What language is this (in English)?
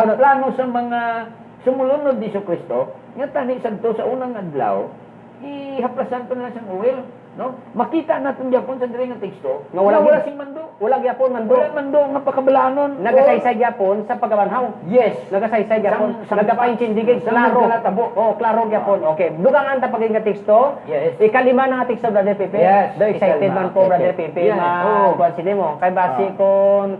Hiligaynon